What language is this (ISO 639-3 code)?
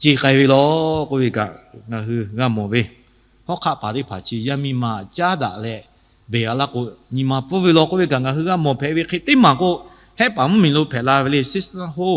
lhu